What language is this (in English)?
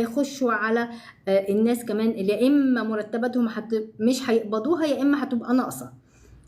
Egyptian Arabic